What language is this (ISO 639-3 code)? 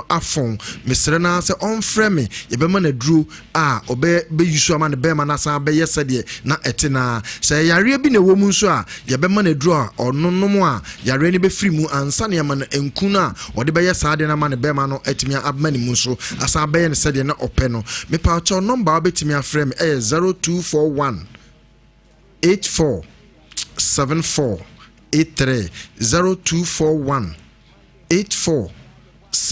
aka